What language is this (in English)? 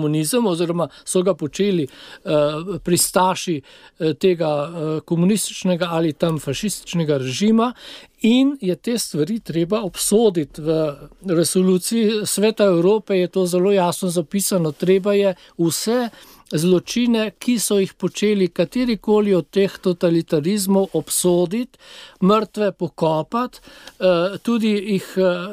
Slovenian